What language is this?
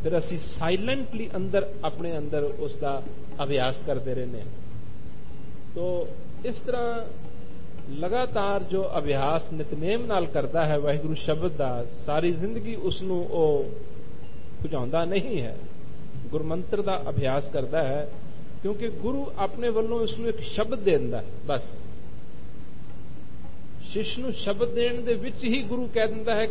Punjabi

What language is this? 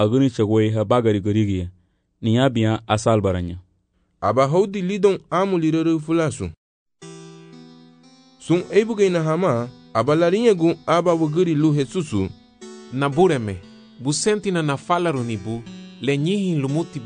Garifuna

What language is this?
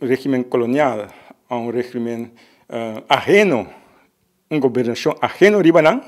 Papiamento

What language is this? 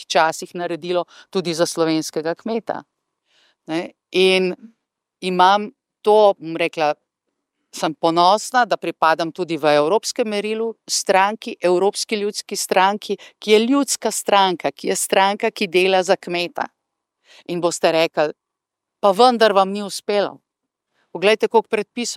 Slovenian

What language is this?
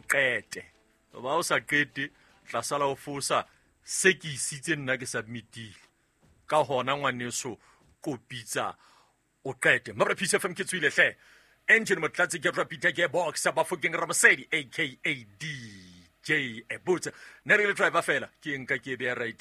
Southern Sotho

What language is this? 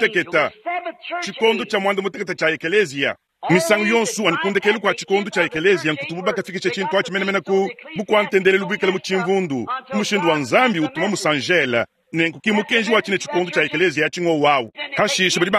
Luba-Lulua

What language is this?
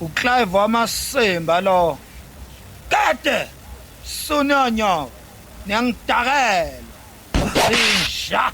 Zulu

